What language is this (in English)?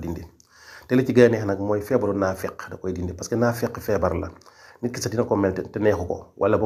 Wolof